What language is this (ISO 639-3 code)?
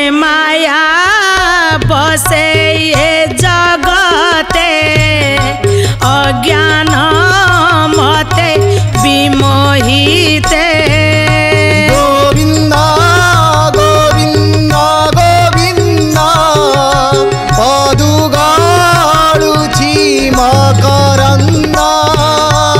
ori